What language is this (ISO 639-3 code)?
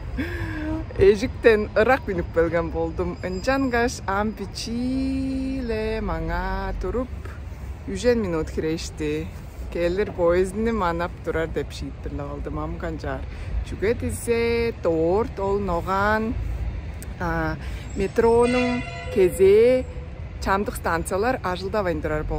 tyv